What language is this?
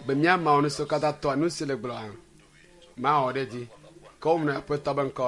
Ewe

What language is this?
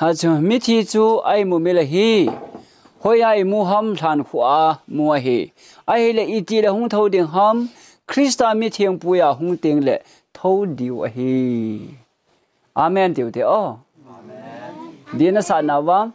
Thado Chin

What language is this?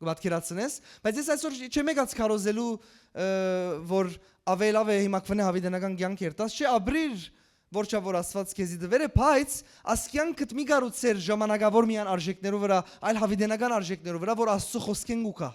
Western Armenian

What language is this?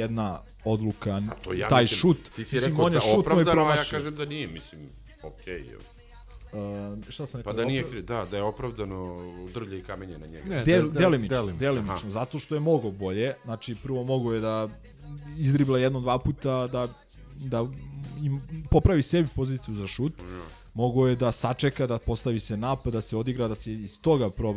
Serbian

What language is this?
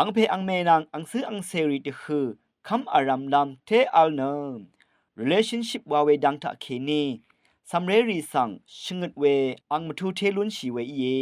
Rawang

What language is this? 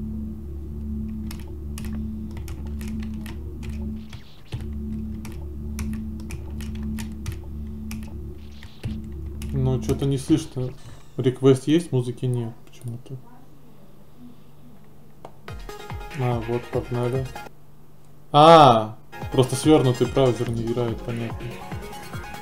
Russian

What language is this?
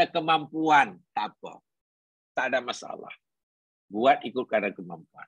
Malay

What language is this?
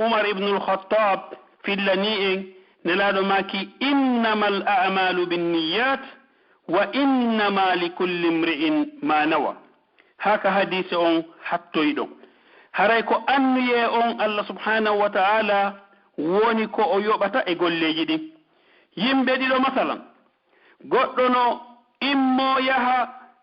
Pular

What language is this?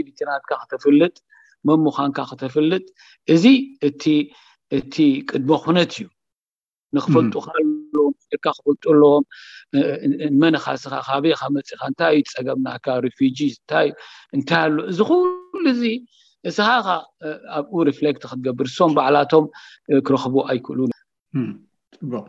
Tigrinya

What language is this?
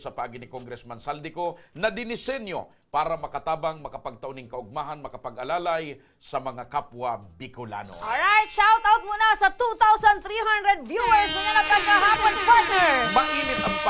Bikol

